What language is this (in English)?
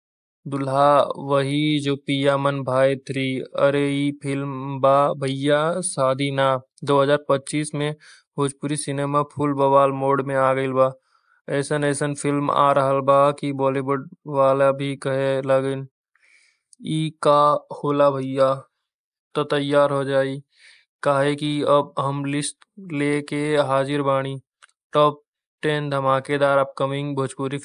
Bhojpuri